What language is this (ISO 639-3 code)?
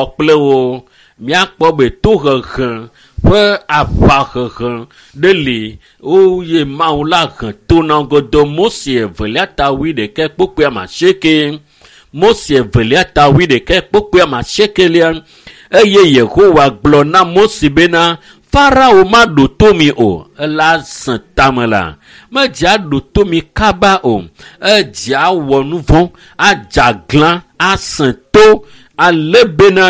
ewe